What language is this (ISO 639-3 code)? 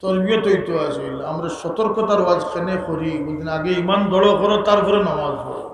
syl